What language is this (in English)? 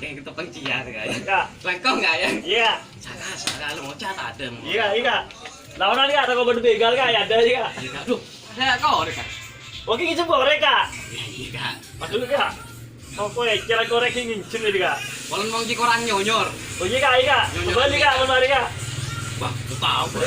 Madurese